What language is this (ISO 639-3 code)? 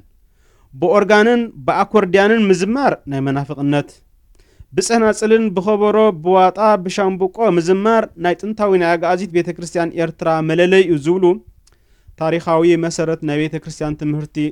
tir